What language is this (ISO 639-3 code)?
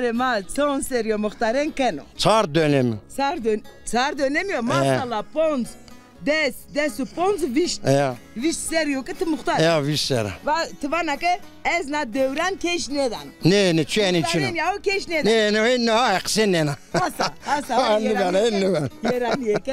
zza